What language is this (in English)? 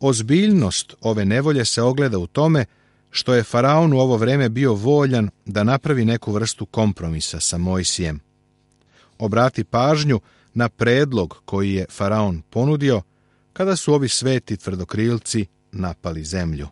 Serbian